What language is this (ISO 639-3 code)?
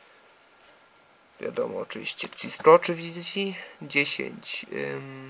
pol